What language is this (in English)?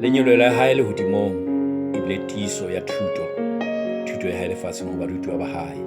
Southern Sotho